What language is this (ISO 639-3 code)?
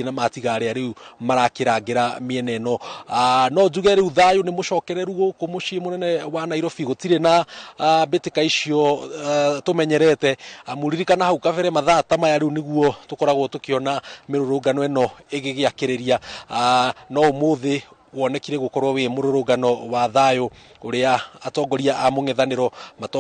kik